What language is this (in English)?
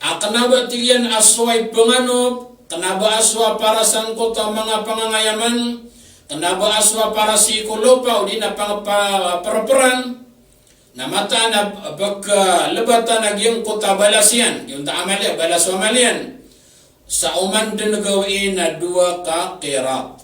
Maranao